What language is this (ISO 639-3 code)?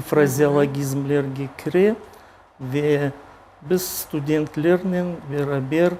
crh